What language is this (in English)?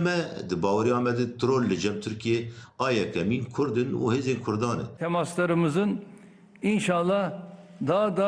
Kurdish